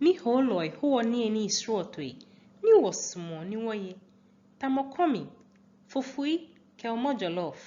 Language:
Ga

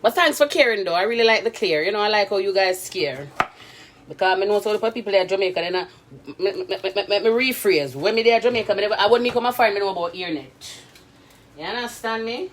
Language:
Jamaican Creole English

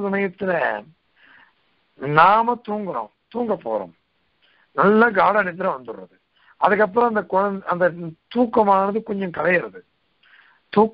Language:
Tamil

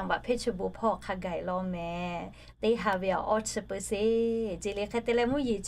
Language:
Lahu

